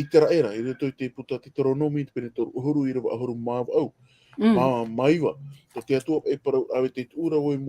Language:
Tahitian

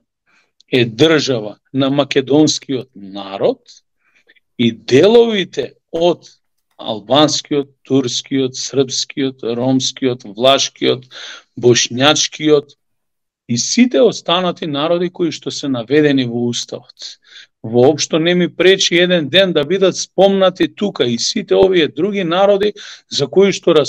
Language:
Macedonian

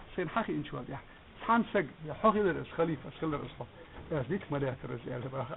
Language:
Chechen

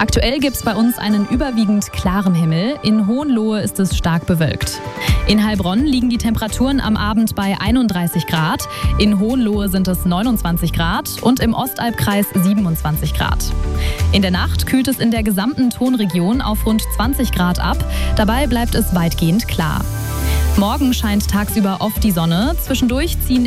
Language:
German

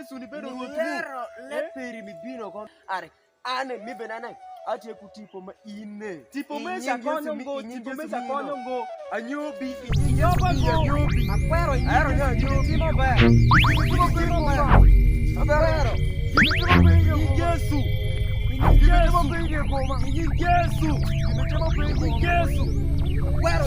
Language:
Alur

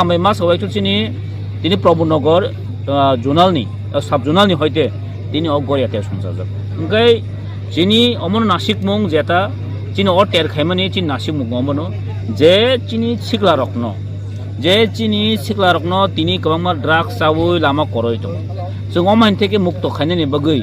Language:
Kok Borok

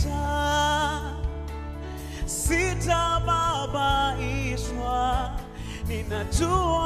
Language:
Swahili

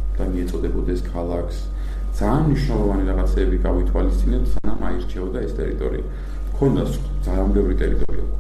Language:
Georgian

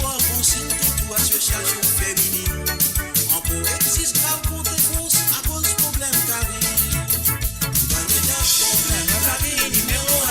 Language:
Morisyen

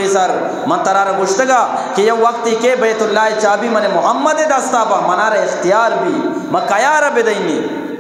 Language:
Eastern Balochi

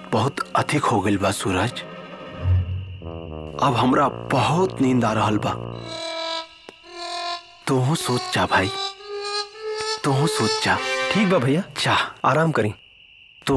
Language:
Bhojpuri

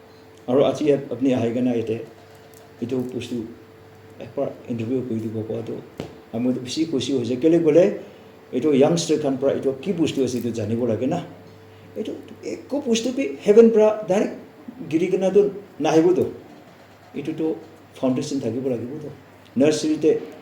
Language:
Naga Pidgin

